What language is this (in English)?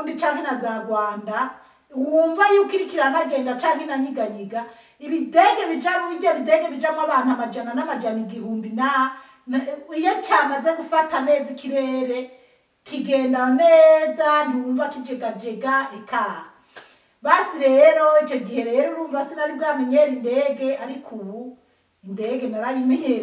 Rundi